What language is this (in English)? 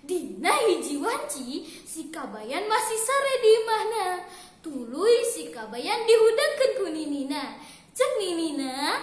Sundanese